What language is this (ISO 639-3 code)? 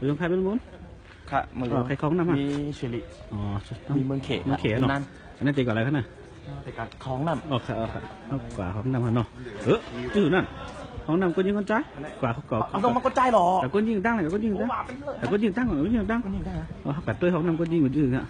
shn